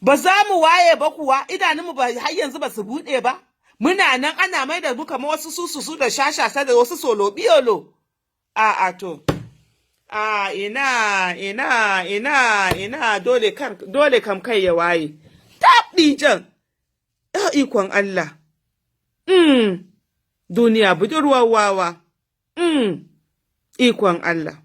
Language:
Hausa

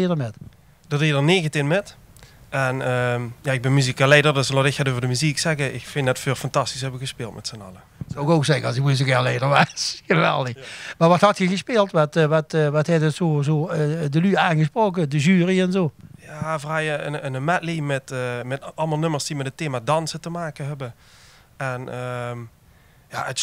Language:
Limburgish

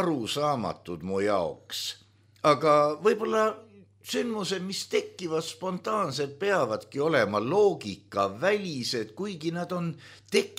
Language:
Estonian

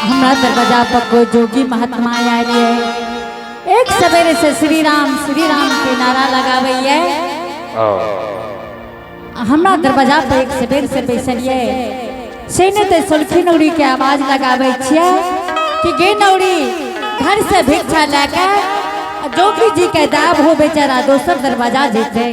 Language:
Angika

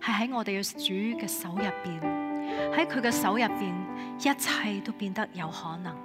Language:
Cantonese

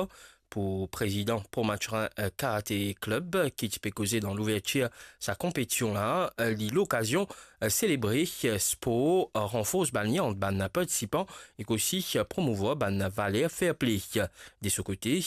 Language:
Morisyen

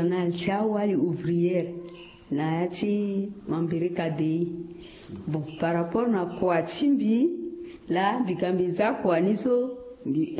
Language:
Sango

